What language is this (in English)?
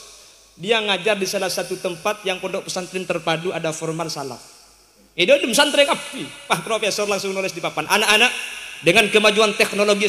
Madurese